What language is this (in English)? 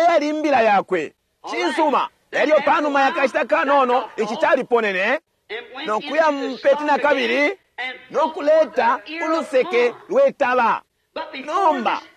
Bemba